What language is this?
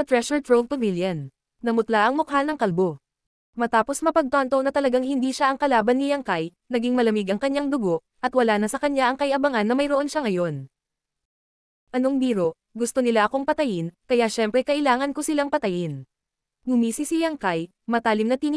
Filipino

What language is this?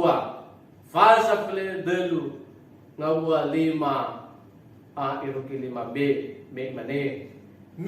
Nias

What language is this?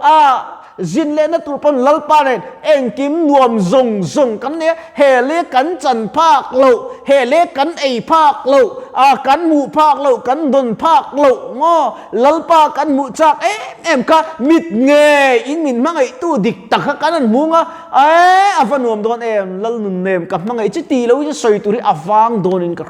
Mizo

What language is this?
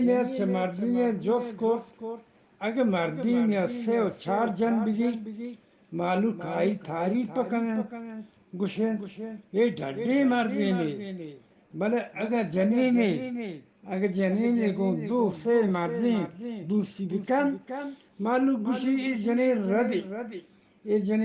Eastern Balochi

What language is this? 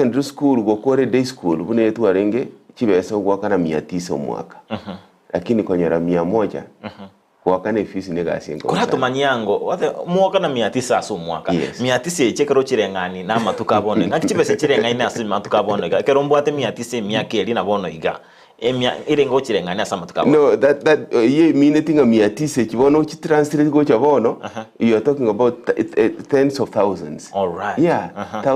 Gusii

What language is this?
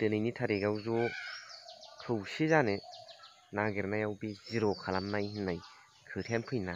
Bodo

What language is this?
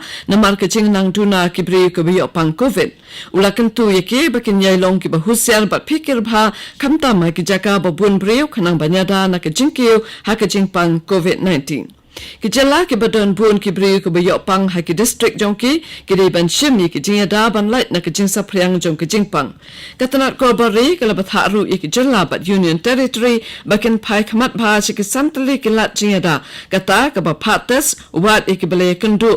Khasi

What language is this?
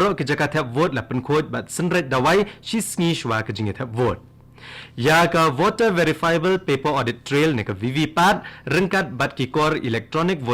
Khasi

